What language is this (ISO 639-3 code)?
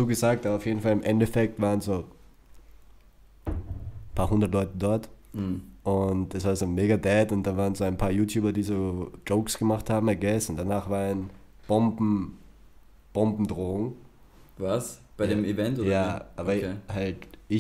deu